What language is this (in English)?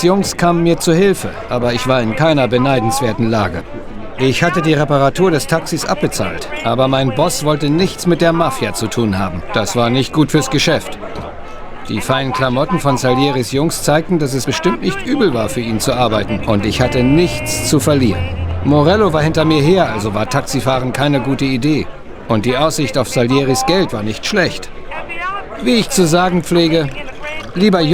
Bavarian